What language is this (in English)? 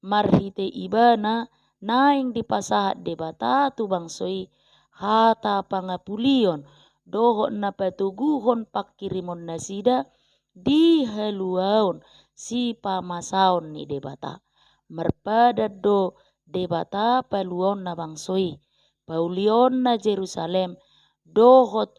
Batak Toba